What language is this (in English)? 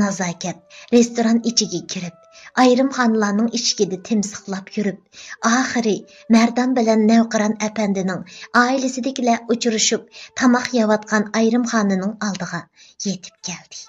Uyghur